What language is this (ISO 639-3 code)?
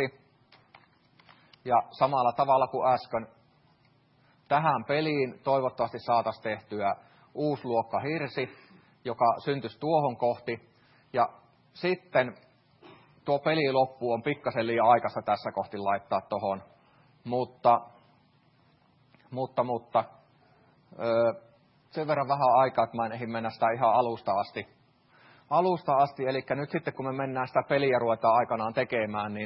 fin